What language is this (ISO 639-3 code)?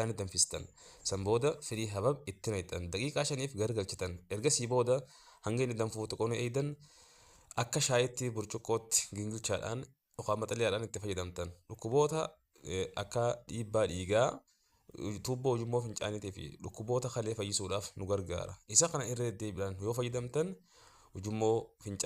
orm